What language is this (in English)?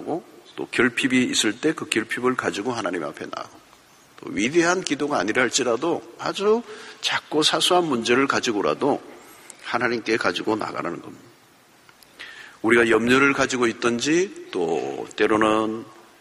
Korean